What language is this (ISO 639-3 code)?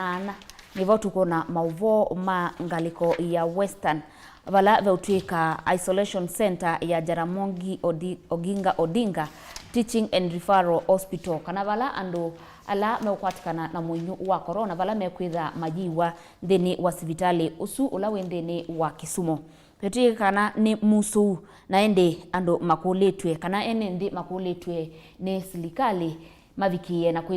kam